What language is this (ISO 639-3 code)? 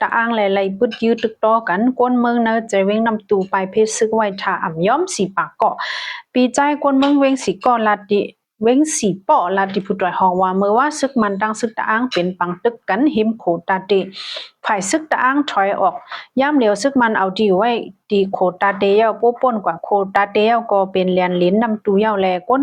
shn